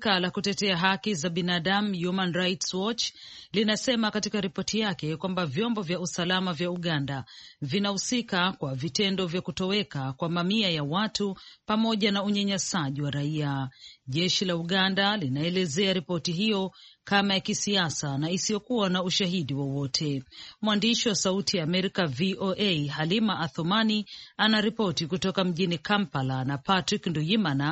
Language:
Swahili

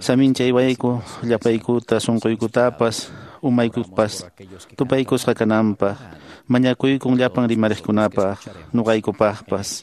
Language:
Quechua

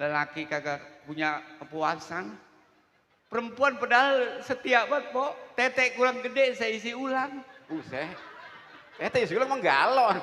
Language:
Betawi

